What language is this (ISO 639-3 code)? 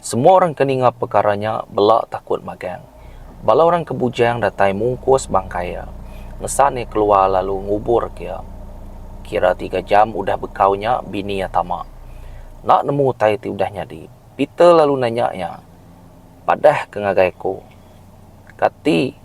iba